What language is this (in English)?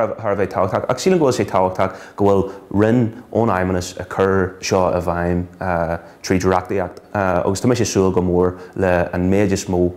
Irish